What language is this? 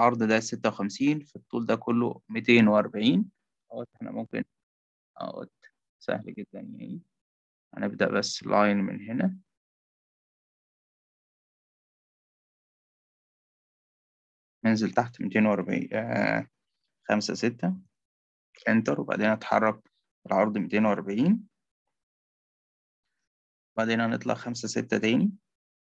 Egyptian Arabic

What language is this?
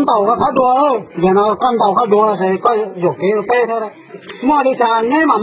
Hmong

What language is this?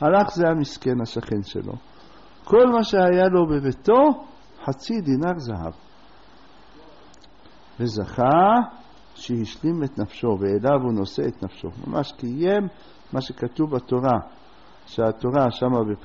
Hebrew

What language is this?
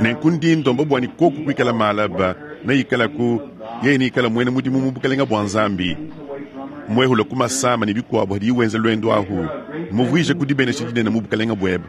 Luba-Lulua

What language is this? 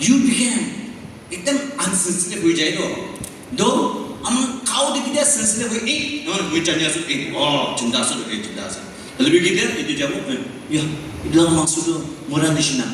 Naga Pidgin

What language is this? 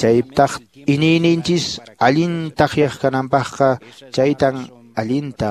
Quechua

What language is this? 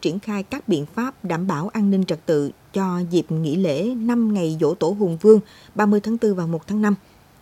Vietnamese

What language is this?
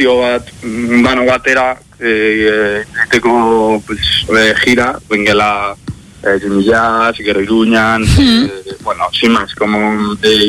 Basque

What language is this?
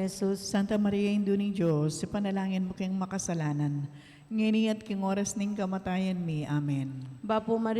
Pampanga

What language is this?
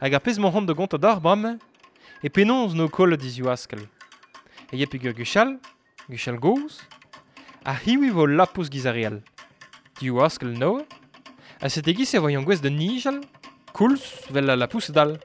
Breton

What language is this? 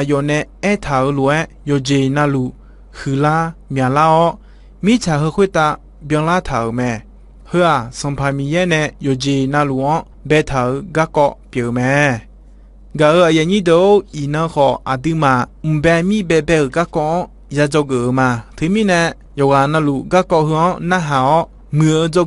Akha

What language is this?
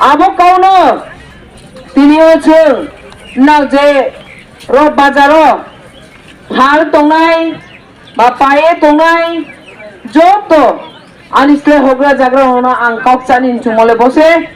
Riang (India)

